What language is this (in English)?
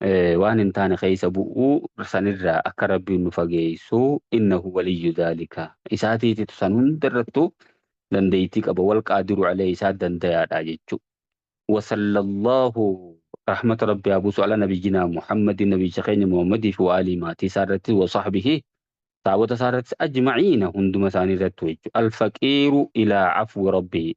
Oromo